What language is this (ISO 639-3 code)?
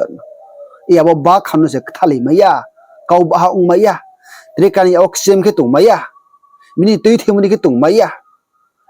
ria